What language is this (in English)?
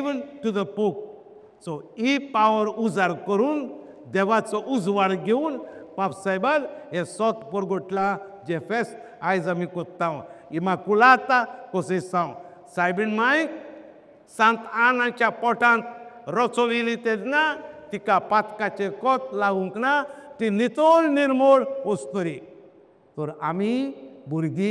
Konkani